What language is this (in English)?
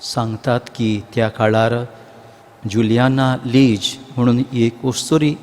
Konkani